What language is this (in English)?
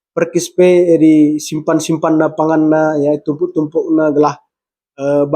Batak Karo